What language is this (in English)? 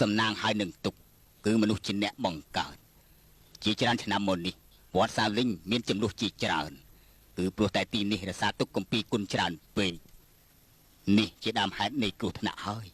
Khmer